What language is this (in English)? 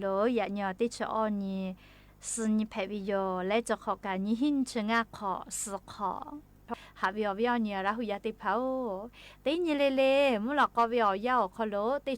Lahu